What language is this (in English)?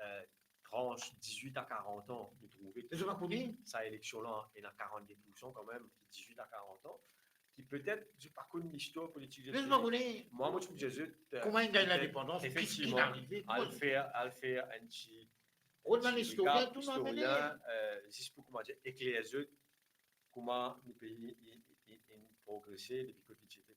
Morisyen